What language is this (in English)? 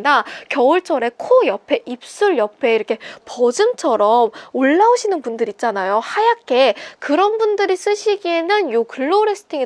Korean